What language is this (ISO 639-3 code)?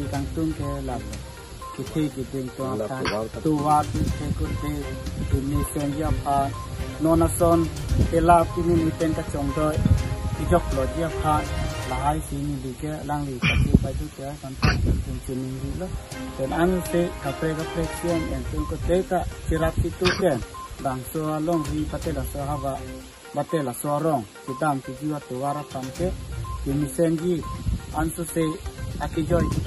mjw